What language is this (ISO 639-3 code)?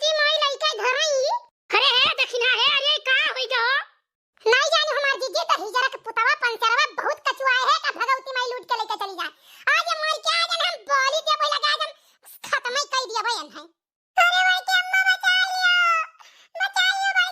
awa